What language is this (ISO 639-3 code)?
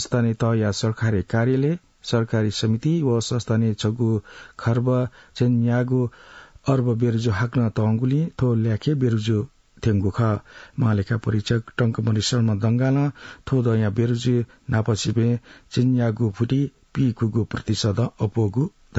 new